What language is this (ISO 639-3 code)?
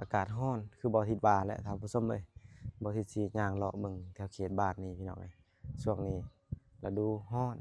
lao